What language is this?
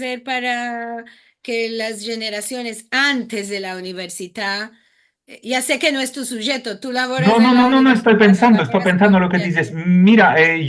Ladino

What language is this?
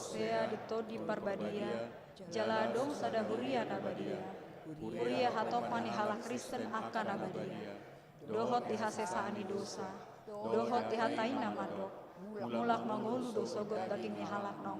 Batak Toba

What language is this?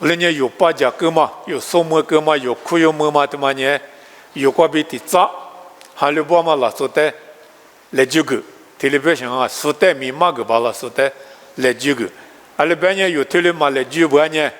Lisu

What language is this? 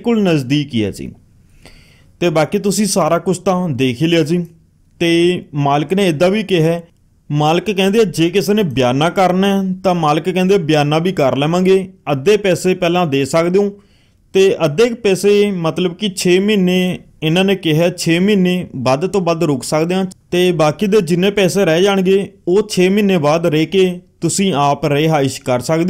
Punjabi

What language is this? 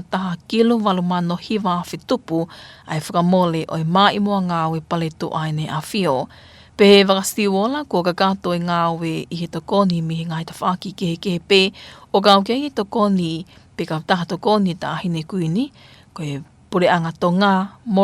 Tongan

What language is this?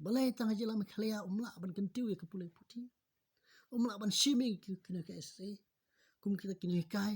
Khasi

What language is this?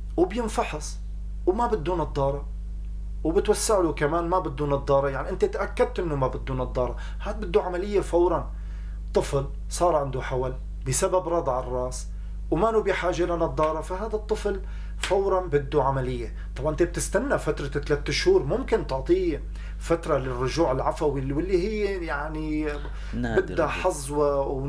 North Levantine Arabic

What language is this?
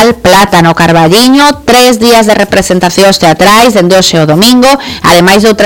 Galician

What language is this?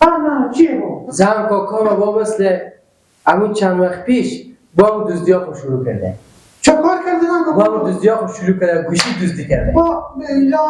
Persian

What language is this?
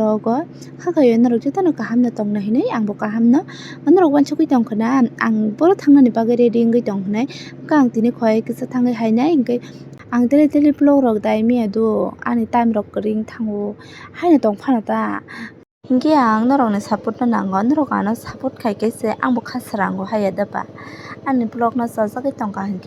Kok Borok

